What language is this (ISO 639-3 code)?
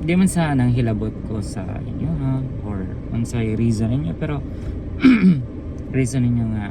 ceb